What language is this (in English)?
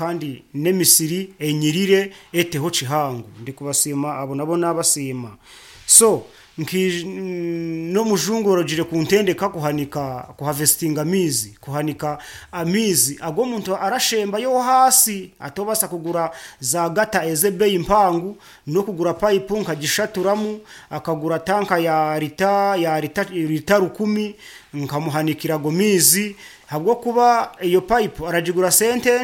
Nyoro